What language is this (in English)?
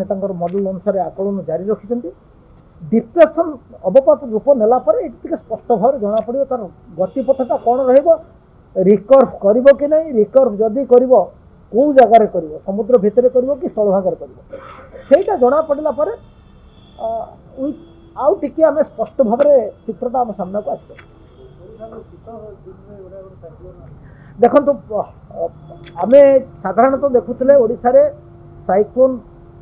Odia